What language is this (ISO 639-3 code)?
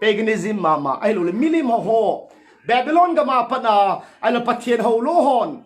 tcz